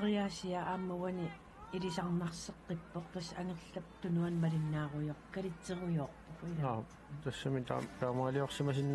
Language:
Kalaallisut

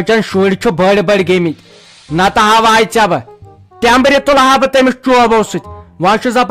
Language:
Kashmiri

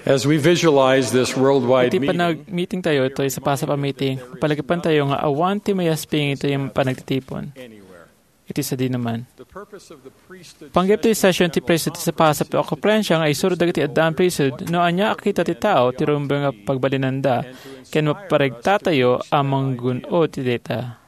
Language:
Iloko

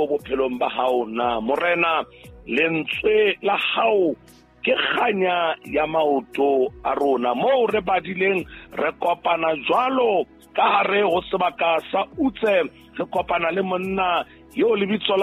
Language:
Southern Sotho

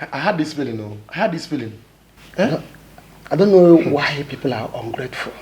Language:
Nigerian Pidgin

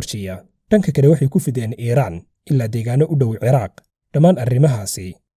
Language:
Somali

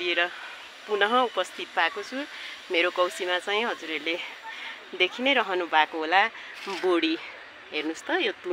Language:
Nepali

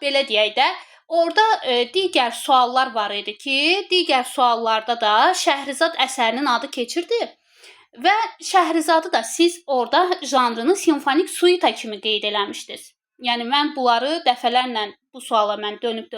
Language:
Azerbaijani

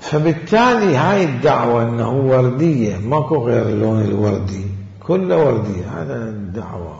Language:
Mesopotamian Arabic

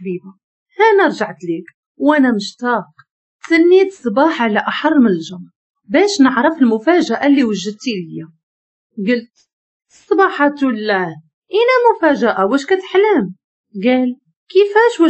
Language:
Moroccan Arabic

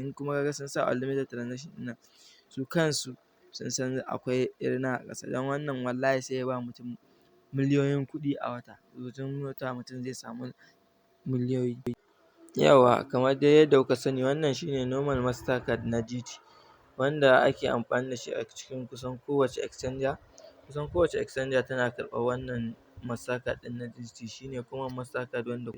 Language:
Hausa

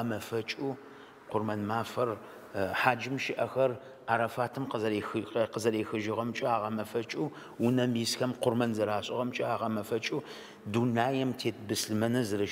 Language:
Adyghe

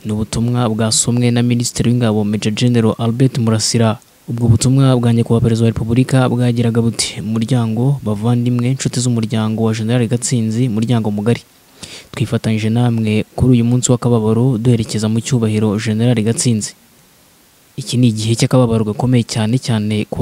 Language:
Kinyarwanda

